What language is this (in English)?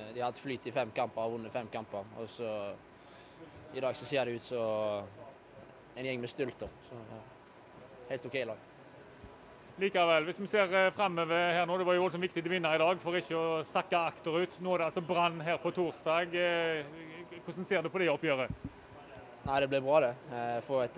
Norwegian